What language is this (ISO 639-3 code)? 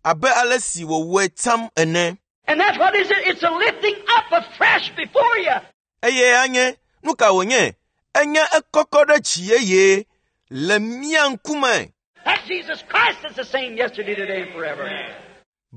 ewe